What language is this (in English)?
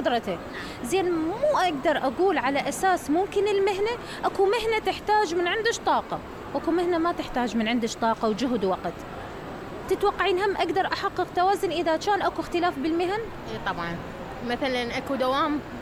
Mesopotamian Arabic